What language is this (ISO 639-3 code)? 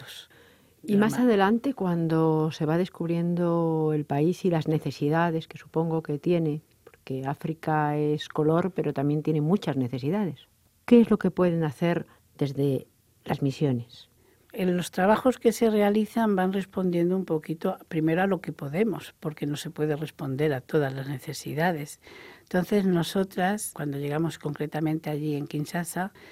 spa